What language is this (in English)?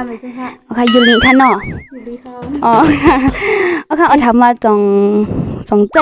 Shan